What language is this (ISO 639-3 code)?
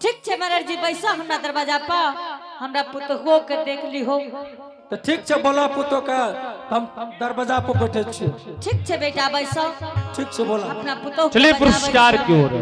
anp